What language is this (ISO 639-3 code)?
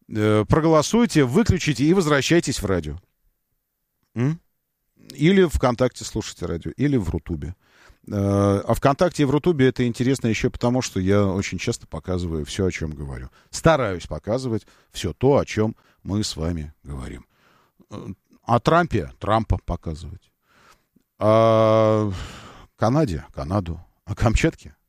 rus